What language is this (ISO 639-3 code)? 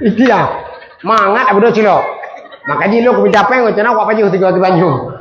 ace